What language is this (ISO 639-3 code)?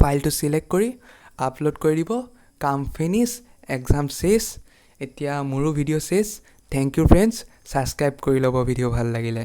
asm